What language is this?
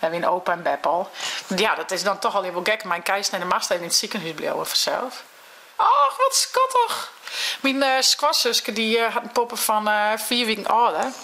Western Frisian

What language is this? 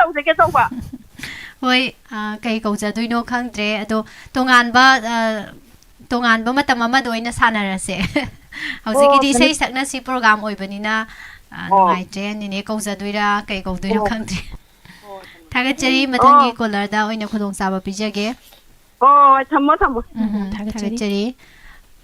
Manipuri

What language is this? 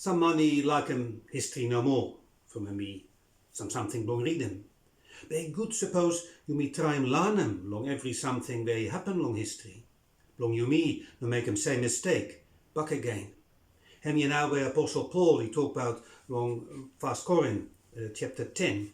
Bislama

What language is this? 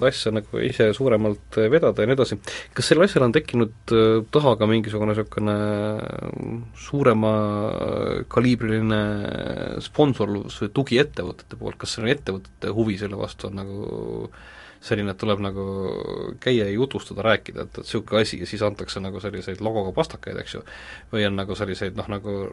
Estonian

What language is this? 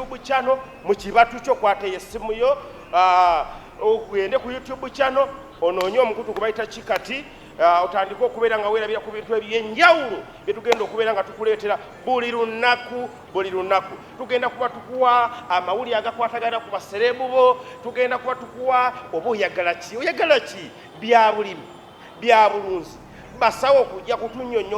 Ganda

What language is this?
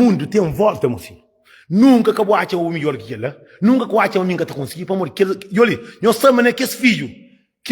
Kabuverdianu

